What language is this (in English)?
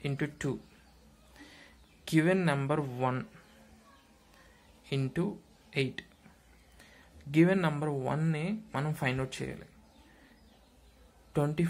Telugu